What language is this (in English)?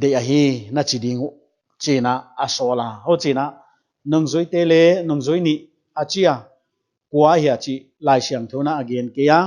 Paite Chin